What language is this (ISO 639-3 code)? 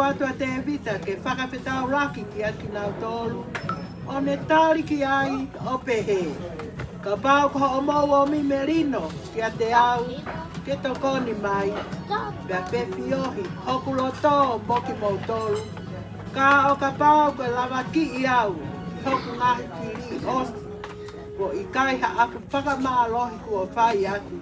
ton